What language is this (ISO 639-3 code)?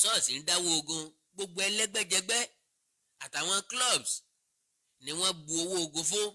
yor